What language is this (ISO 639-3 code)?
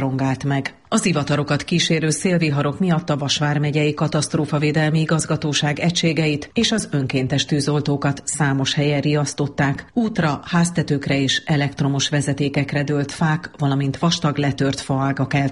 hun